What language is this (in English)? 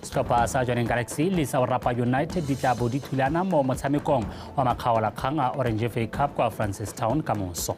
Tswana